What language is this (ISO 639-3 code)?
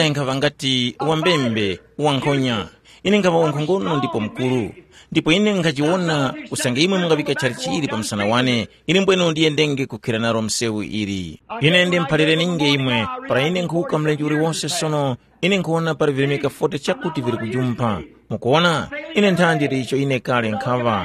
tum